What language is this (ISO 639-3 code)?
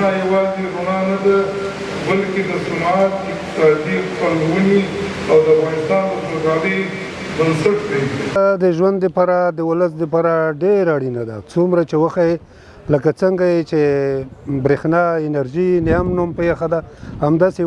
pus